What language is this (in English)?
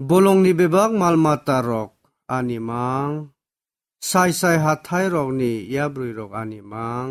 Kok Borok